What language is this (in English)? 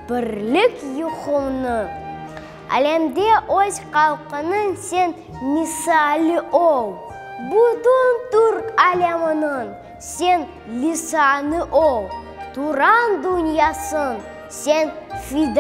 Crimean Tatar